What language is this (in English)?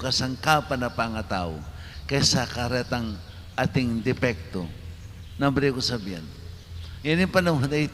Pampanga